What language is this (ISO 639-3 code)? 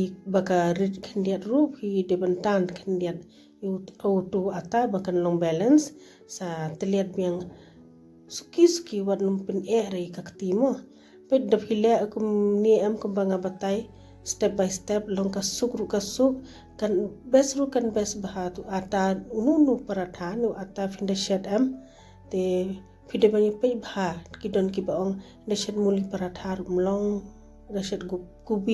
kha